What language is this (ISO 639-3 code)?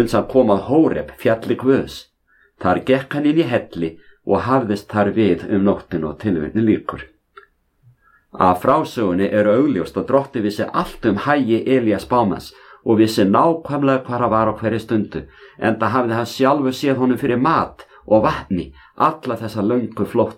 isl